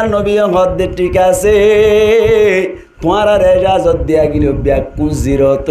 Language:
Rohingya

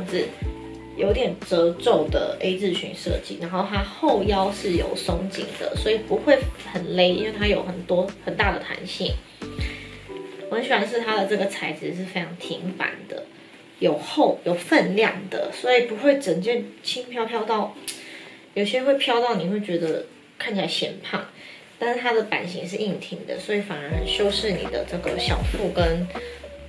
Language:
Chinese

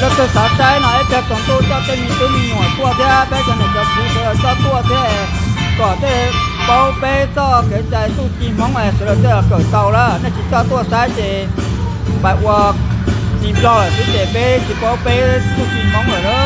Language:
Hmong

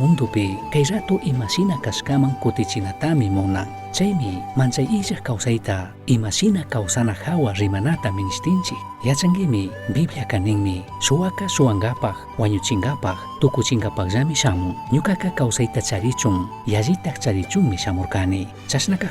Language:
Chimborazo Highland Quichua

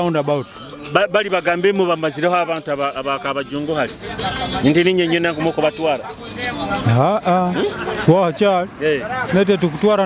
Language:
Nyoro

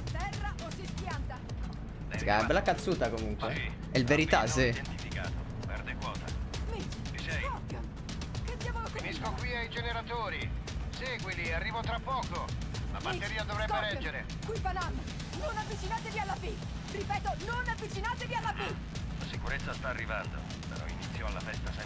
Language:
Italian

